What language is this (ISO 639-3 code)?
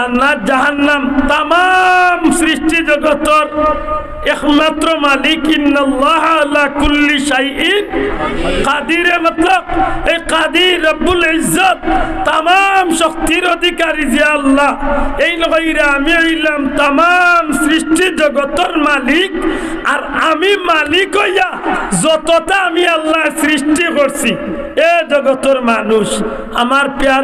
syl